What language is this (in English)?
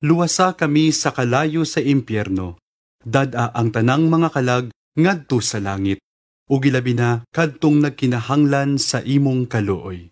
Cebuano